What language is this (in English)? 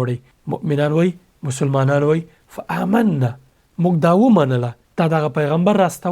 Pashto